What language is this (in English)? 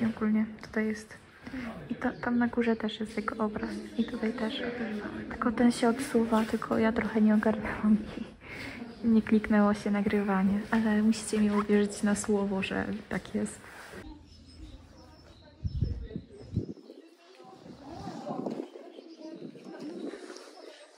Polish